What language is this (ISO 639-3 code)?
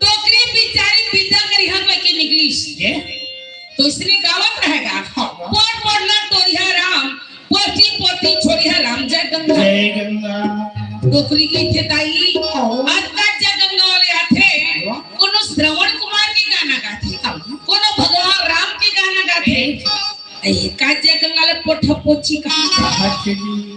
hne